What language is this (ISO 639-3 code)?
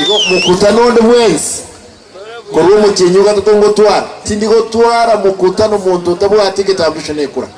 guz